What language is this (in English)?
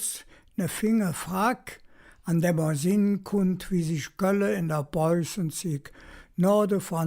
Colognian